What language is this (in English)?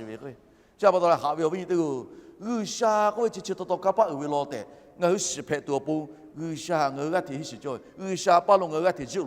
Lahu